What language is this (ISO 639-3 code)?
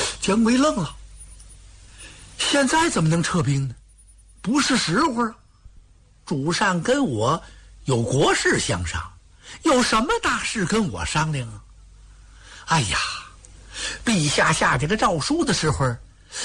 zho